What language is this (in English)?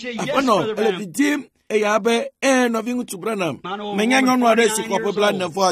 Ewe